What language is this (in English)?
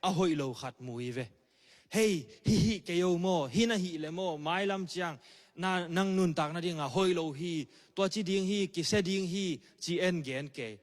Tedim Chin